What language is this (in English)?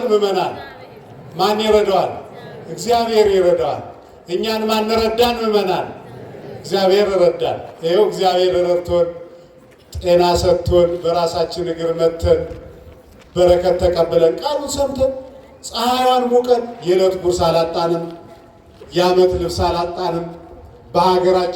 Amharic